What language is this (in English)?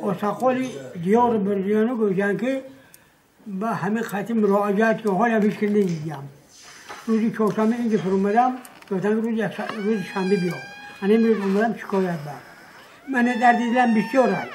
Tajik